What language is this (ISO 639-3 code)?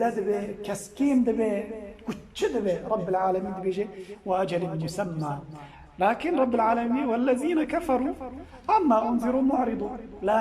kur